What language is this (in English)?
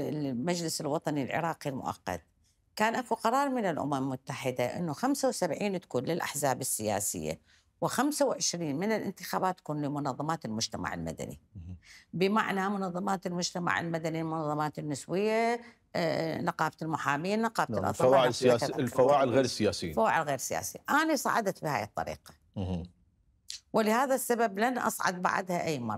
Mesopotamian Arabic